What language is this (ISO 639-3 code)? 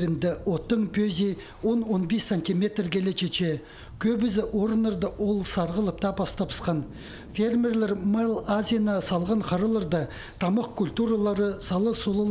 kjh